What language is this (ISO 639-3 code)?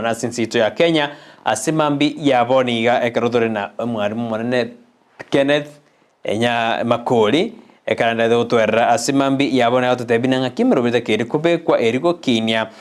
guz